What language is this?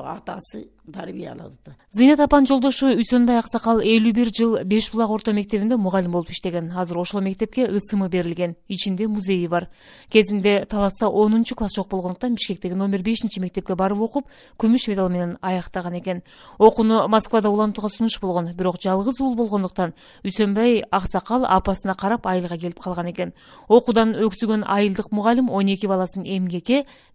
Kyrgyz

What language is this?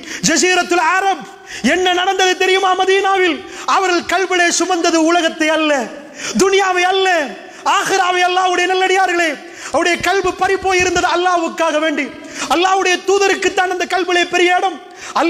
Tamil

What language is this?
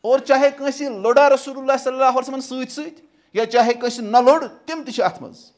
Kashmiri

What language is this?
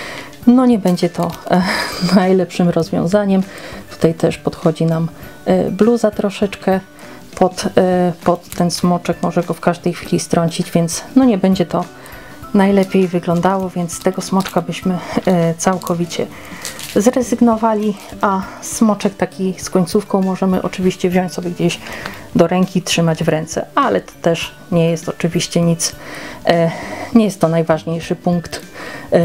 Polish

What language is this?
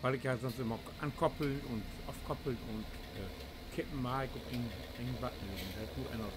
Low German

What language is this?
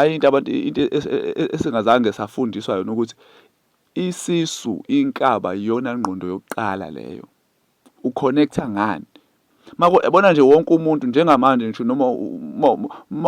Zulu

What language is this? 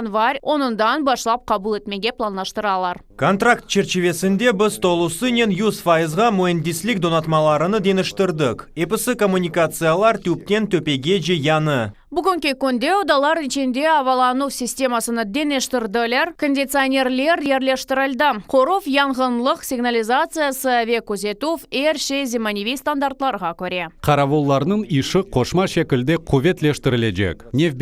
Crimean Tatar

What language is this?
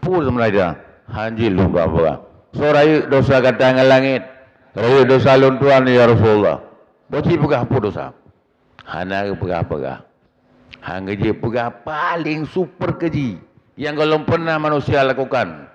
Achinese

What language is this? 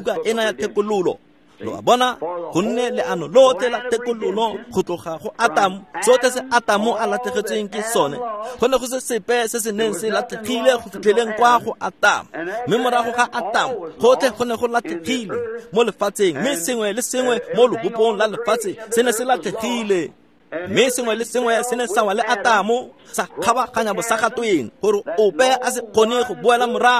Tswana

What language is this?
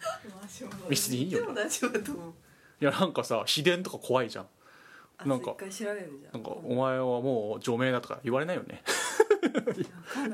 Japanese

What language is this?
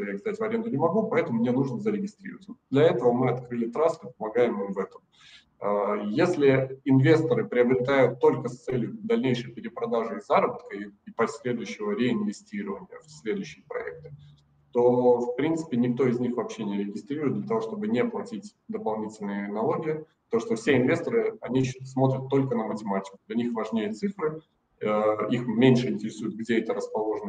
Russian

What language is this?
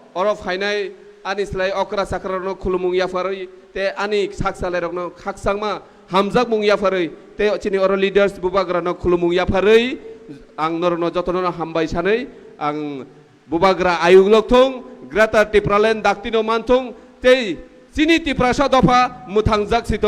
Kok Borok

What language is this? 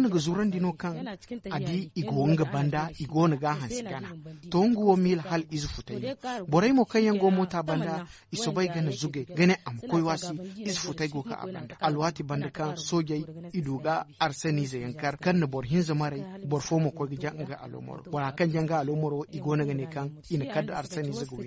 Zarma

